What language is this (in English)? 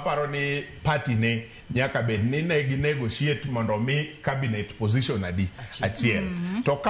Luo (Kenya and Tanzania)